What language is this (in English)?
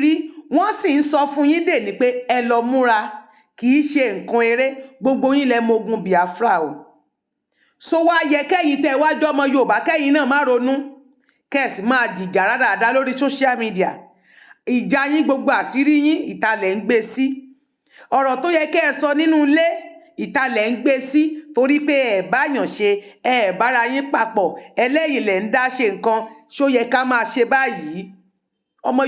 Yoruba